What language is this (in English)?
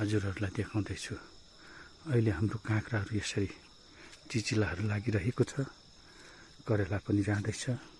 Nepali